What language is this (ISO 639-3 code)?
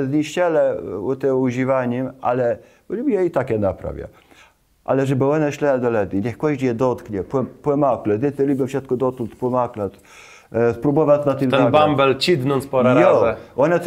csb